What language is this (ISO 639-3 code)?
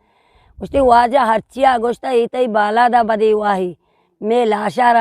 bal